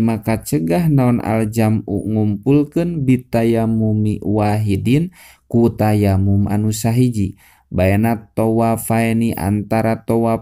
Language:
Sundanese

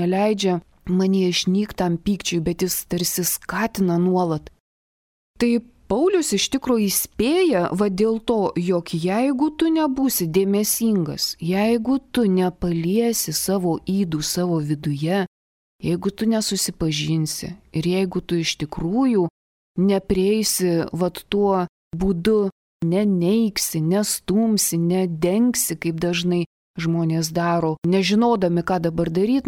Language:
Lithuanian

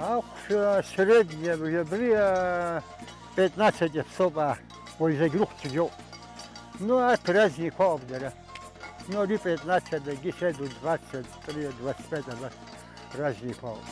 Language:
Abkhazian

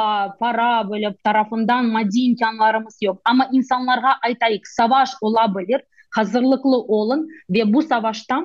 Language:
Crimean Tatar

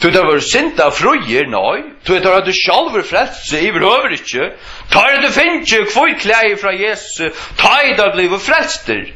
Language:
Faroese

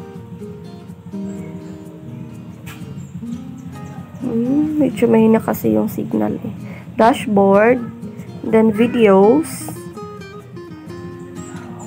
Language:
Filipino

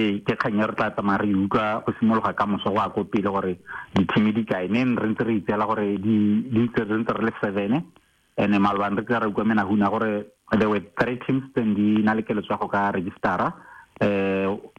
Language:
Tswana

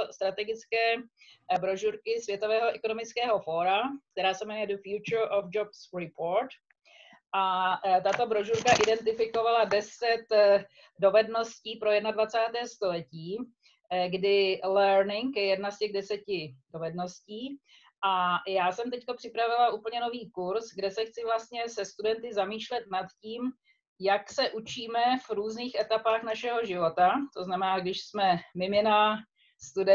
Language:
Czech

